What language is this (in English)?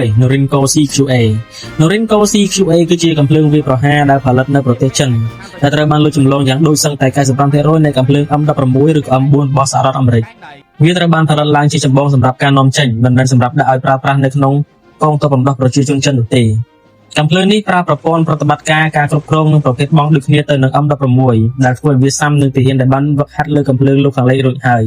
Khmer